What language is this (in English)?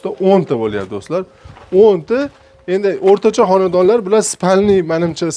Uzbek